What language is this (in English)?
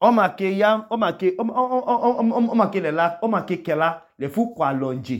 Idoma